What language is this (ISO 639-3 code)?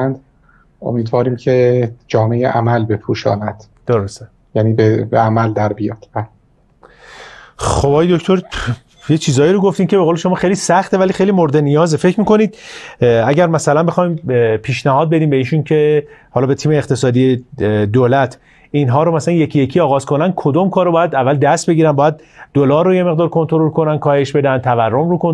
fas